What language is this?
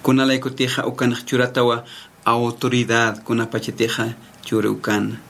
Aymara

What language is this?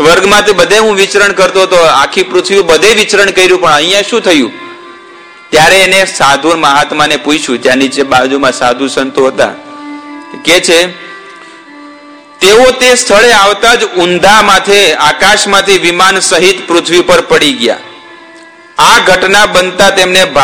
Gujarati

